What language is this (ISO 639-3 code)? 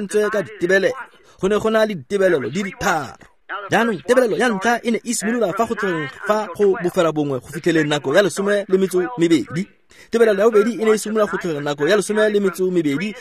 tsn